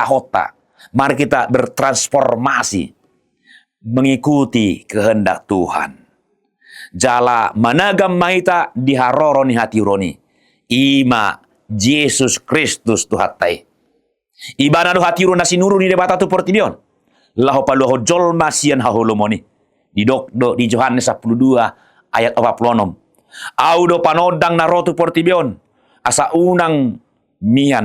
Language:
Batak Toba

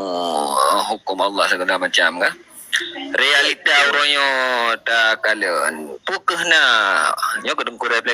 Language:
Achinese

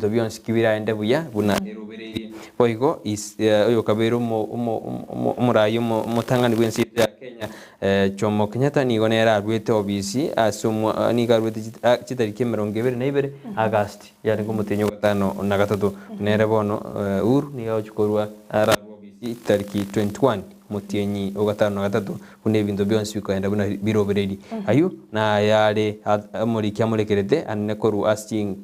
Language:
Gusii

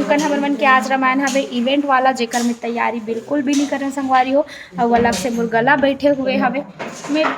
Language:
Chhattisgarhi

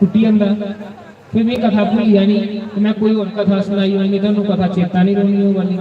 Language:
Dogri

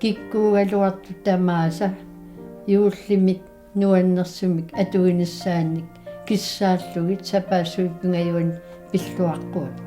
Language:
Kalaallisut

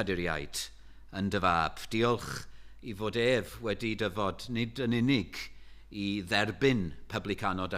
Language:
Welsh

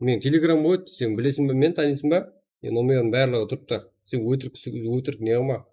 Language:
Kara-Kalpak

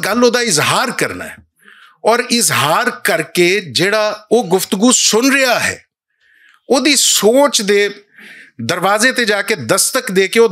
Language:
Western Panjabi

